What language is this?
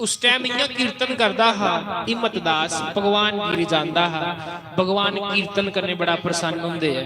Dogri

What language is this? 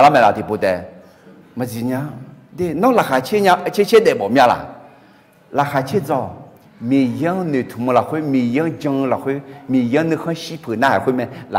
Akha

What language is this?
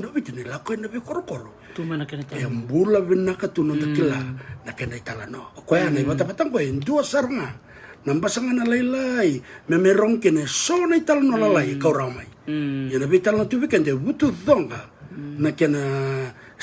Fijian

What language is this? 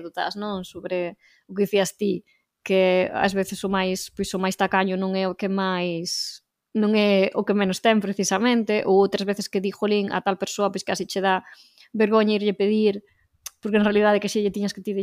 Galician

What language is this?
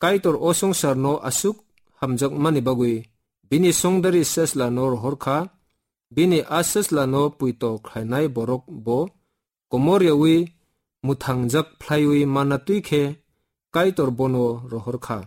Kok Borok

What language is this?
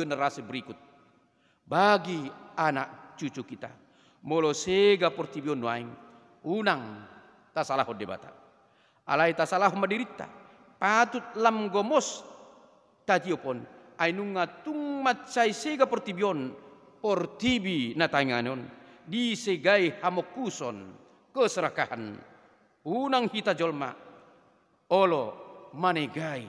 Batak Toba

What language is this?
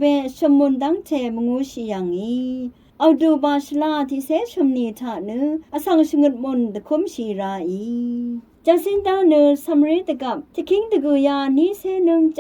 Rawang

